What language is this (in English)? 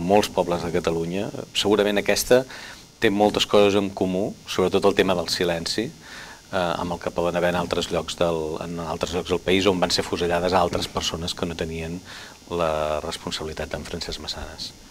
Catalan